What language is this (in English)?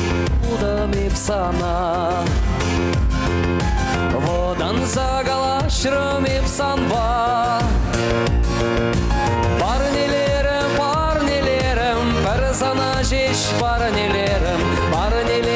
Chuvash